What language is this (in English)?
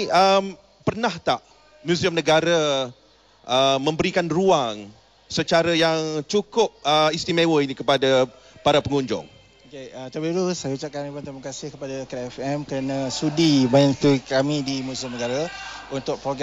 Malay